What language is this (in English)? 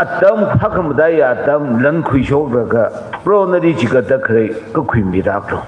Tangkhul Naga (India)